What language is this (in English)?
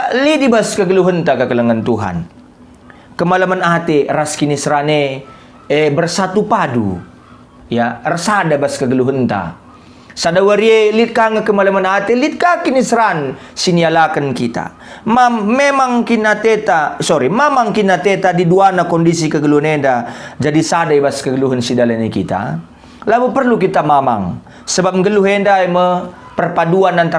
Batak Karo